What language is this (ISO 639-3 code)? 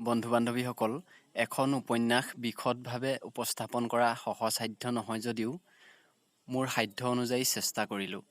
asm